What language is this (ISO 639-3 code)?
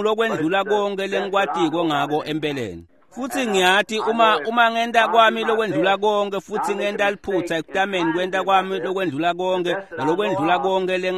ssw